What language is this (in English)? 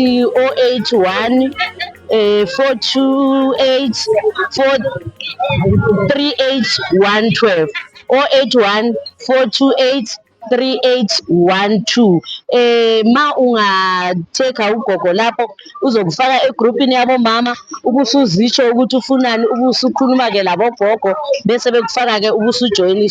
Zulu